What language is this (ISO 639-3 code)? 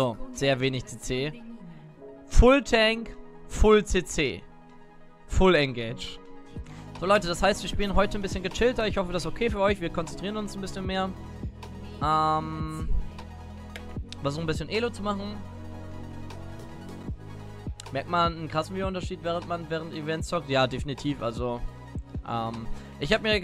deu